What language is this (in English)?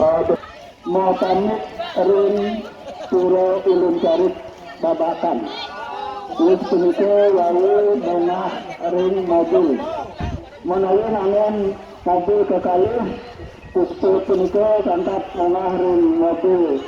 Balinese